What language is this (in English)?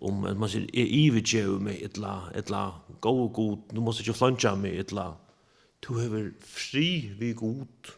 Faroese